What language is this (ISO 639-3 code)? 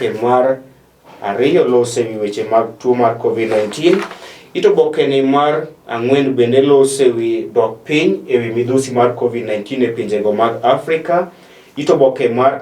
luo